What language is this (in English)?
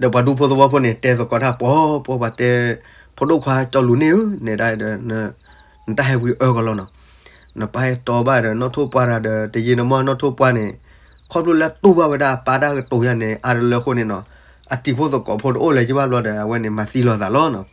S'gaw Karen